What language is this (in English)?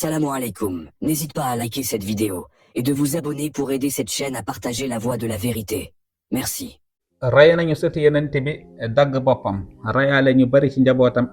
Wolof